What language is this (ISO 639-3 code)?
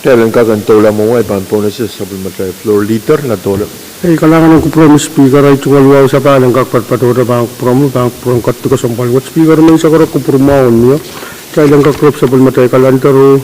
pon